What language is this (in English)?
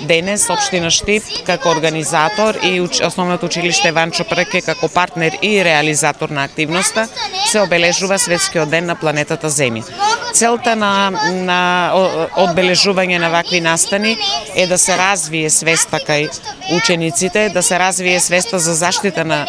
Macedonian